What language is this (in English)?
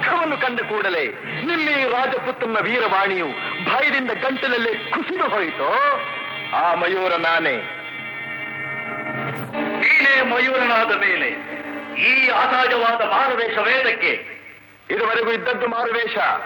Kannada